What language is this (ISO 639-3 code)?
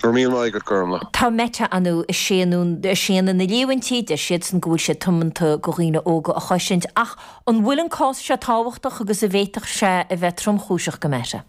gle